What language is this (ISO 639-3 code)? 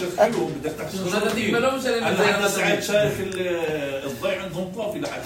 apc